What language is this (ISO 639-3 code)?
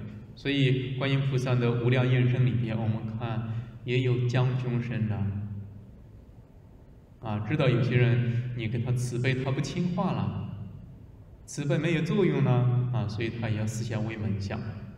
zho